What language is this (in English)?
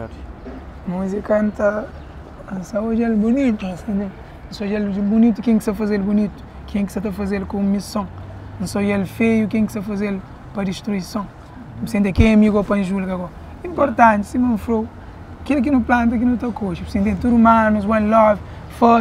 Kabuverdianu